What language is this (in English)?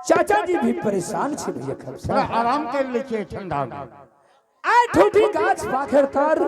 Angika